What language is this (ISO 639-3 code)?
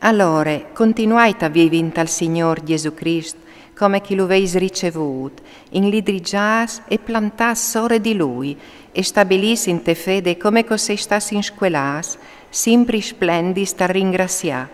fur